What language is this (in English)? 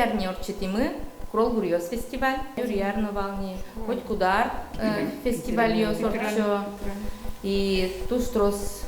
Udmurt